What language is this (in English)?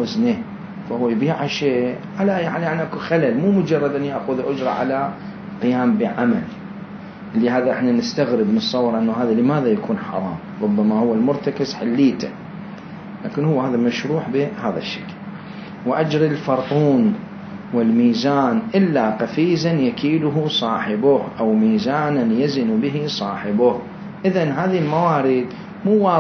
Mesopotamian Arabic